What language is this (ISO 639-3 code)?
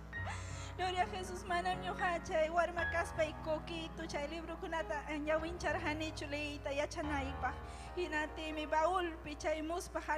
quy